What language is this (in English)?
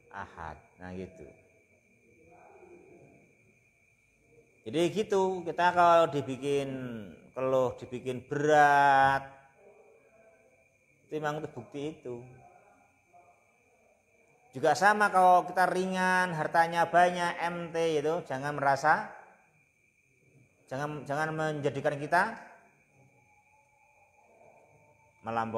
Indonesian